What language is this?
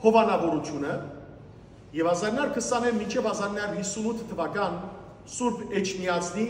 Western Armenian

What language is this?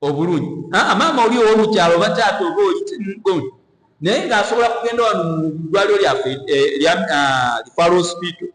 Ganda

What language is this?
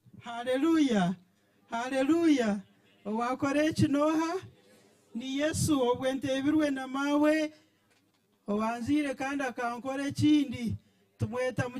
Nyankole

